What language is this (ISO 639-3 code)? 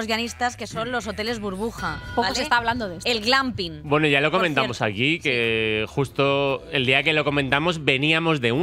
spa